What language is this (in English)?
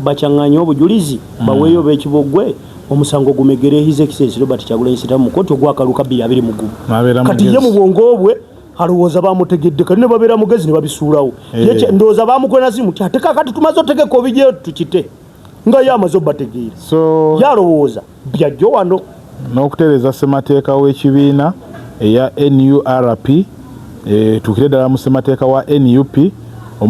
Ganda